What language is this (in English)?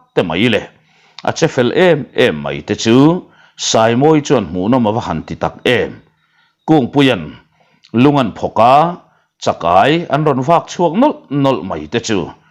Mizo